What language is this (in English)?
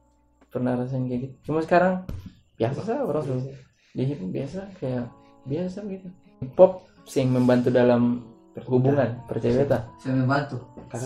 Ambonese Malay